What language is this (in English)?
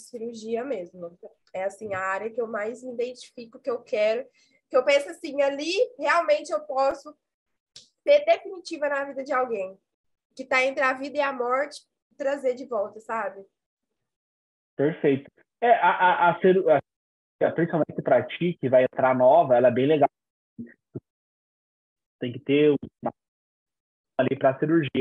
Portuguese